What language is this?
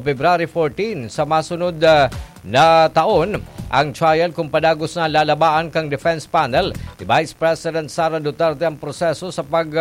Bikol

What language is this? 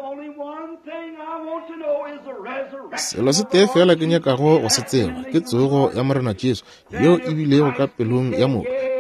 Northern Sotho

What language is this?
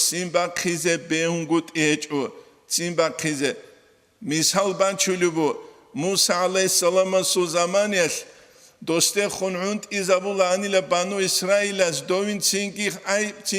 Avaric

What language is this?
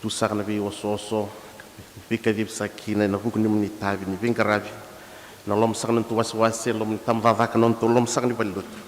Fijian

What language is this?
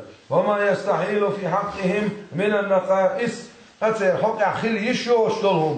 Chechen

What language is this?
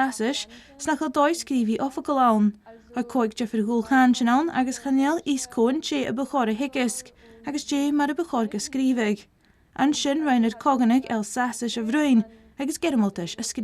Scottish Gaelic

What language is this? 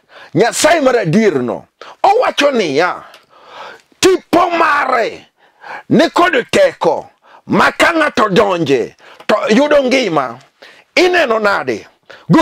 Luo (Kenya and Tanzania)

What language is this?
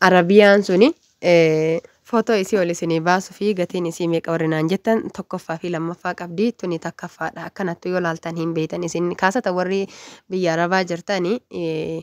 Oromo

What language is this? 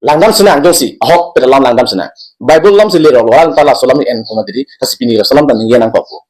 Karbi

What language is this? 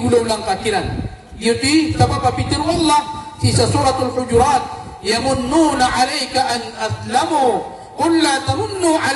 Maranao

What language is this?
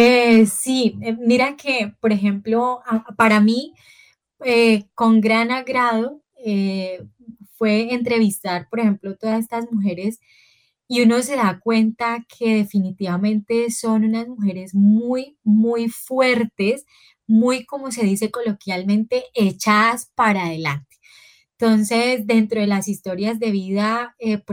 Spanish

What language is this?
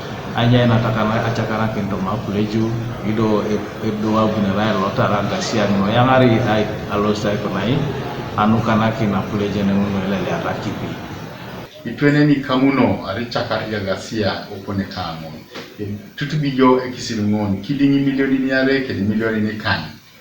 Teso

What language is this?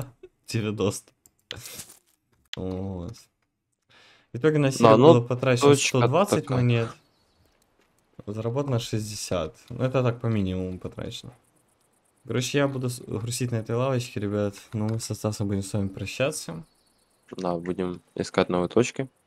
Russian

